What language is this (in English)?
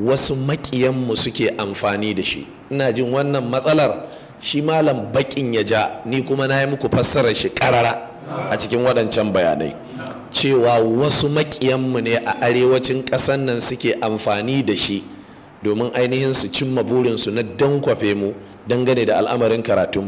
Hausa